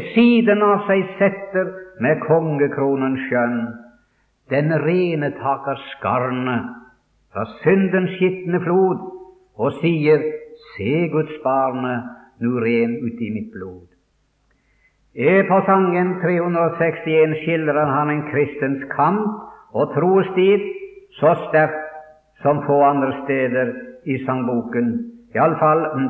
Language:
Norwegian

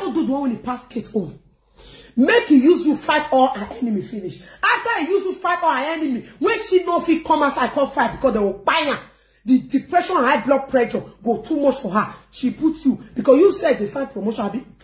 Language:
Nigerian Pidgin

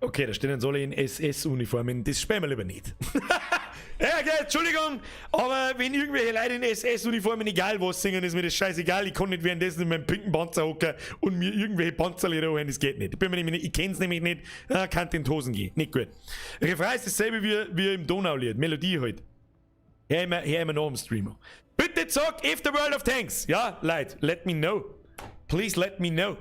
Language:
Bavarian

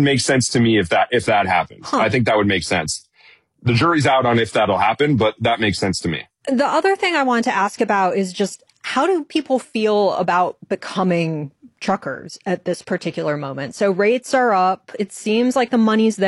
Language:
English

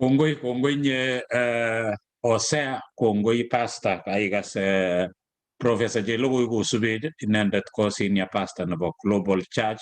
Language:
Kalenjin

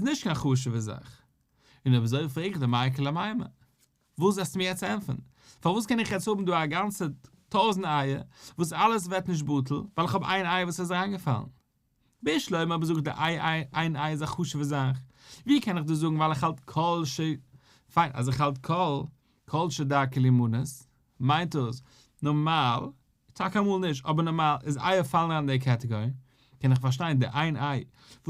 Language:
Yiddish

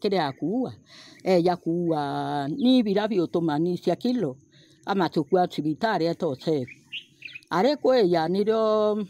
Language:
Meru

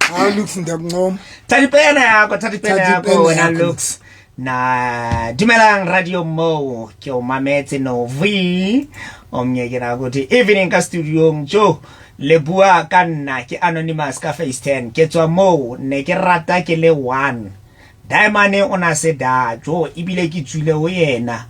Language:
Southern Sotho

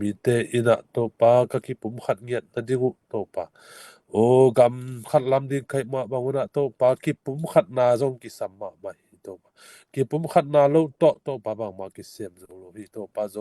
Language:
Tedim Chin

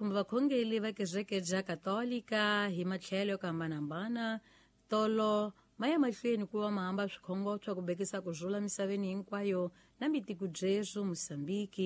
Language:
Tsonga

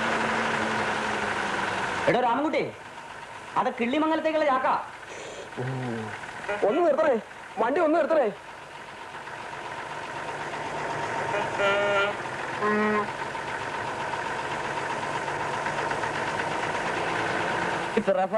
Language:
Malayalam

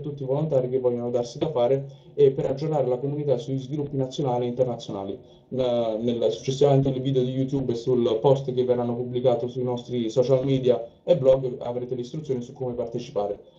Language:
Italian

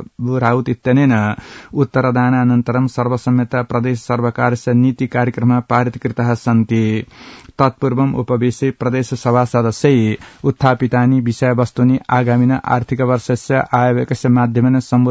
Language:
Sanskrit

